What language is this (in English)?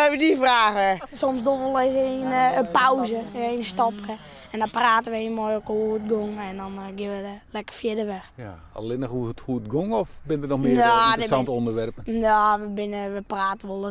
Western Frisian